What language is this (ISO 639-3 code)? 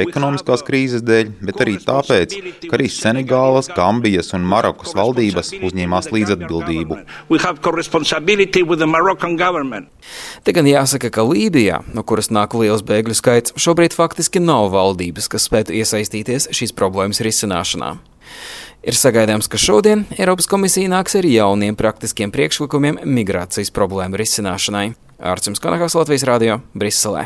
lav